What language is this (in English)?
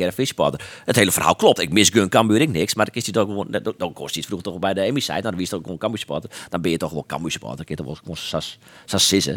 Western Frisian